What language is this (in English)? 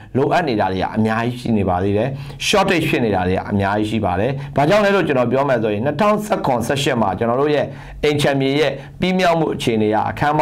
Burmese